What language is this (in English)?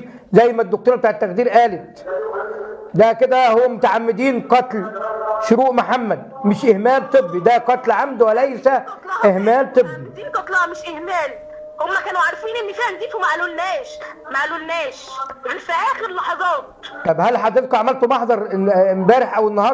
Egyptian Arabic